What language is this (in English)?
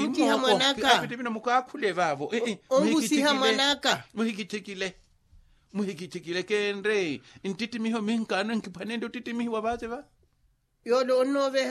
Makhuwa